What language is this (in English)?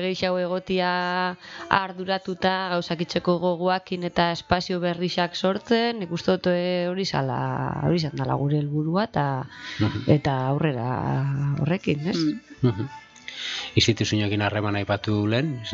Basque